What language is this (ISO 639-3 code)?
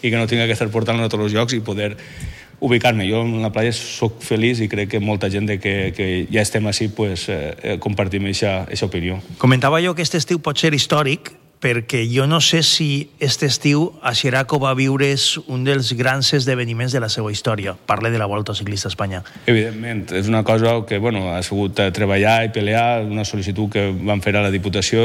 cat